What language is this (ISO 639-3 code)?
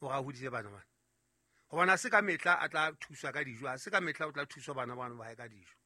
sot